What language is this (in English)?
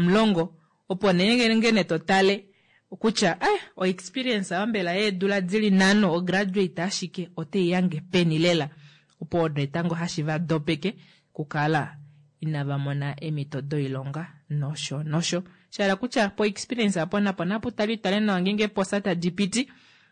Kuanyama